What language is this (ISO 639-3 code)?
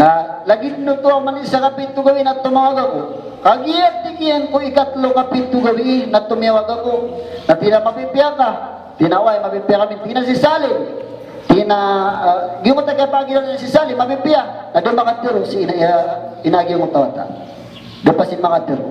mrw